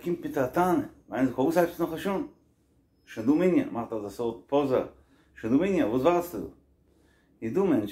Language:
Yiddish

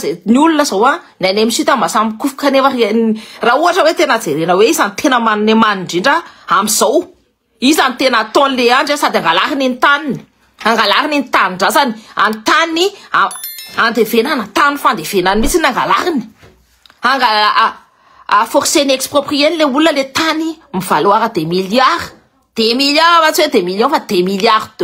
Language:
Malagasy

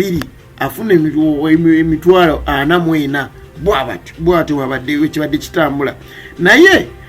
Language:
Ganda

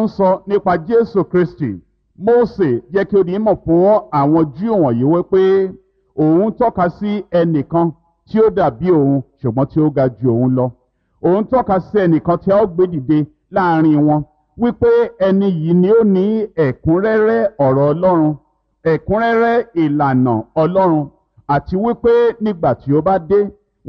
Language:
Yoruba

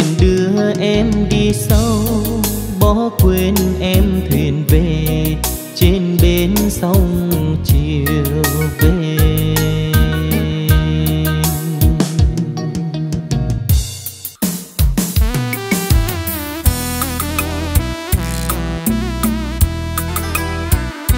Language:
Vietnamese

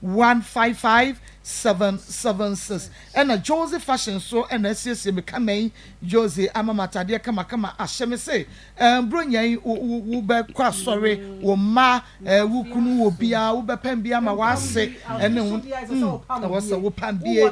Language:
Akan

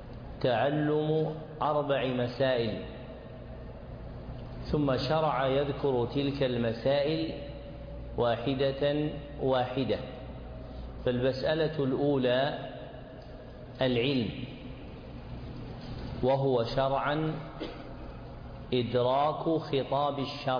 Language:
Arabic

